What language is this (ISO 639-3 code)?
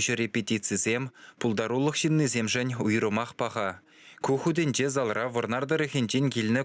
chv